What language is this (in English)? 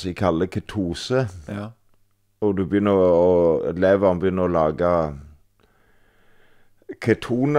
Norwegian